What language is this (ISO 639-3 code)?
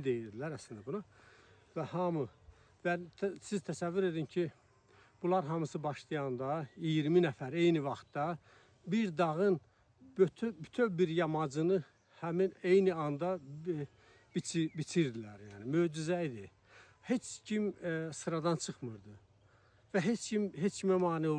aze